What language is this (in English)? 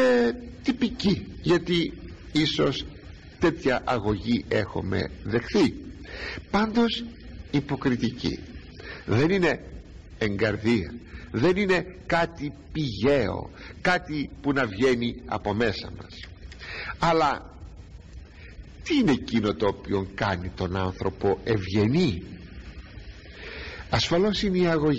Greek